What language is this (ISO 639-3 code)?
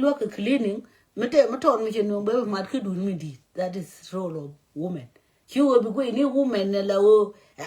nus